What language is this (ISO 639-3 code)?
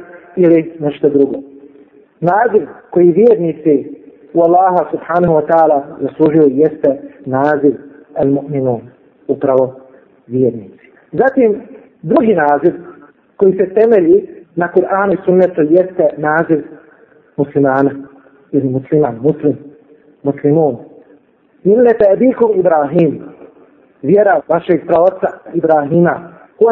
bos